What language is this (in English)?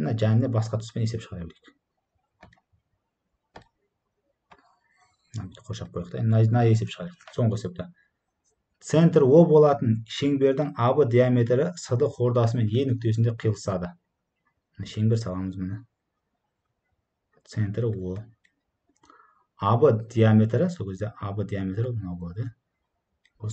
Kazakh